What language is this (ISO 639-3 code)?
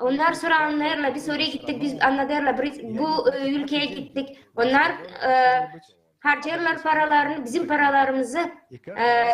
gag